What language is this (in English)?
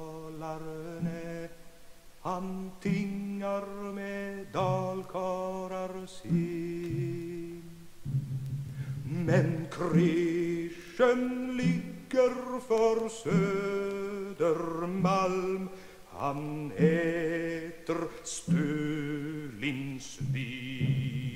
Swedish